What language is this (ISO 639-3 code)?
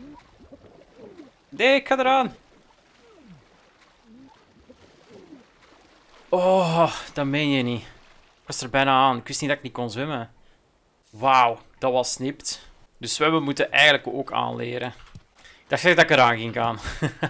nld